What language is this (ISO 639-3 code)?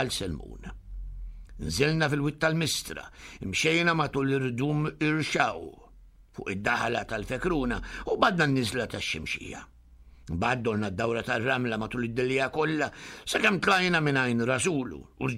mlt